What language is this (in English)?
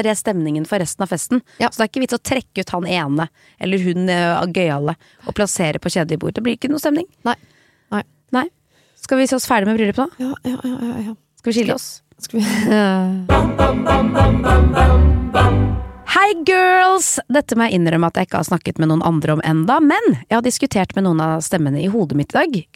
Norwegian